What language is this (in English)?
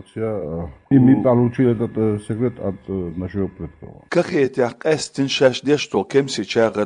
Chechen